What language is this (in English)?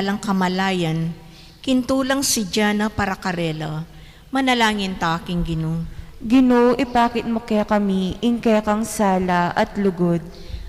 Pampanga